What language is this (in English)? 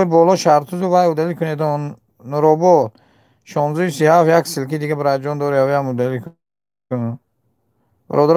Tajik